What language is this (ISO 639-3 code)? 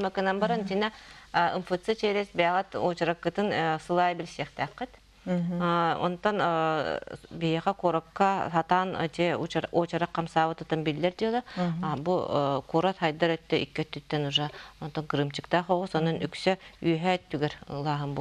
sah